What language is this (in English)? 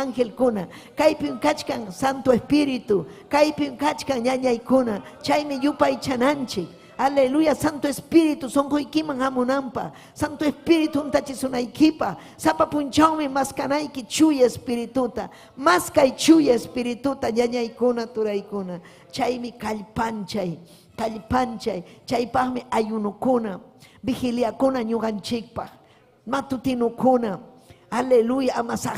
Ayacucho Quechua